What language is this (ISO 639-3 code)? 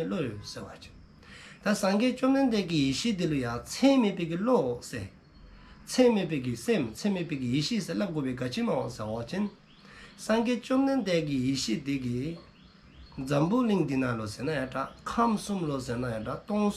dzo